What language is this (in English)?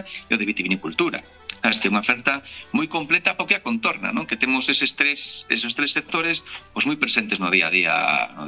Galician